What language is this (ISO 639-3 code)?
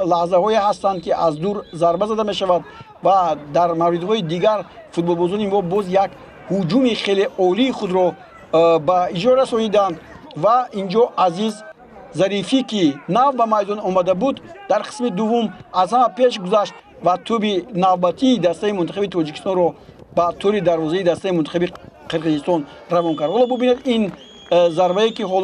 tgk